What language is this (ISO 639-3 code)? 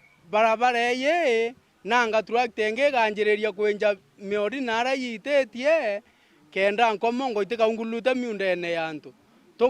mer